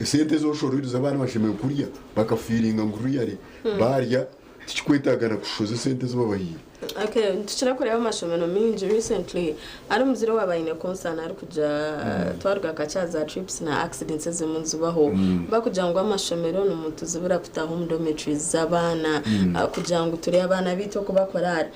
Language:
Nyankole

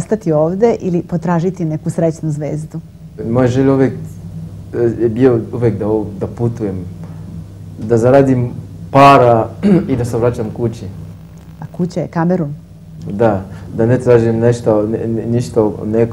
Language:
Serbian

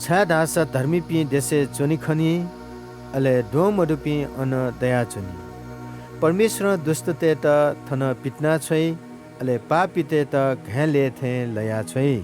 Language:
Newari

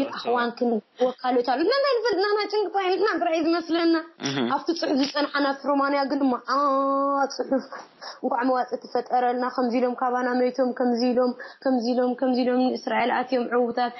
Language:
Tigrinya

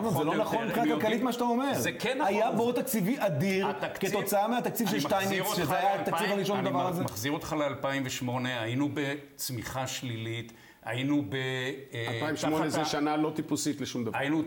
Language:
Hebrew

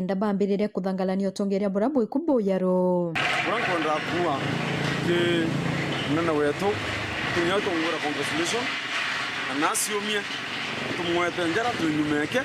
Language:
Meru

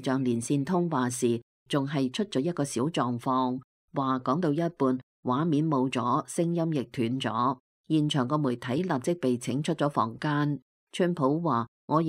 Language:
Cantonese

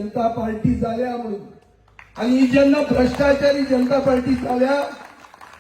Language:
Konkani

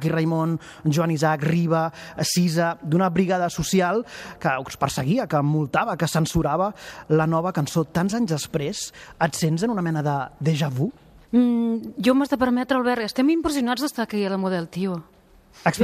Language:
Catalan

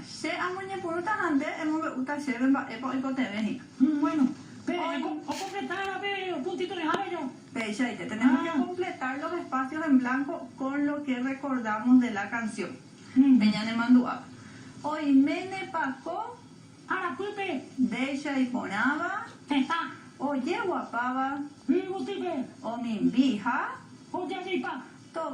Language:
Guarani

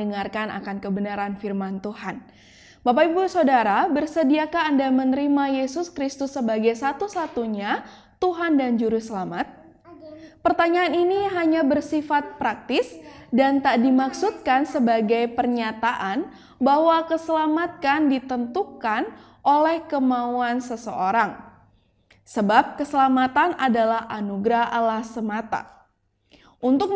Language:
Indonesian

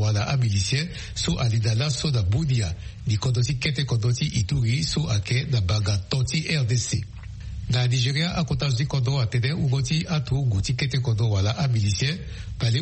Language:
Sango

